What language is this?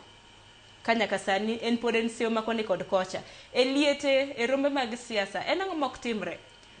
Luo (Kenya and Tanzania)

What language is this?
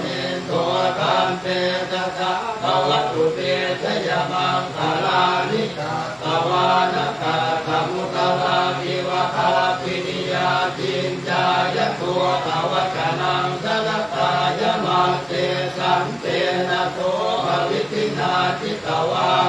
Pali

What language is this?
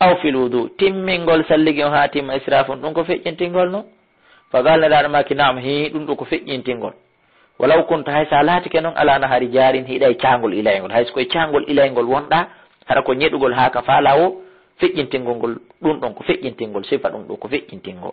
Fula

